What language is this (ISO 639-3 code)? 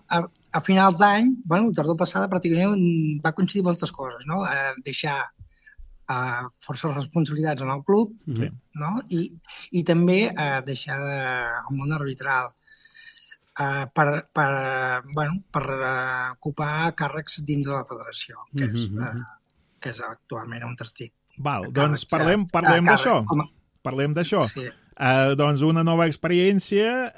cat